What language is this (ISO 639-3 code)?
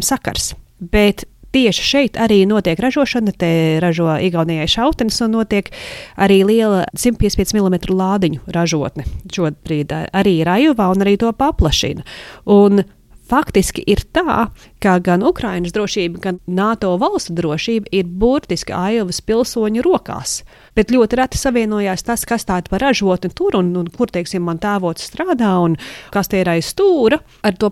lav